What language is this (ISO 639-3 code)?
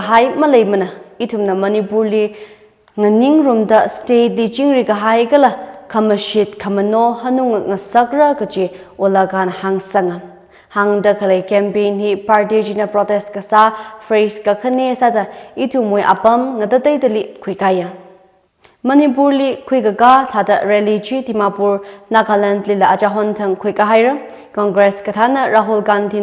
nmf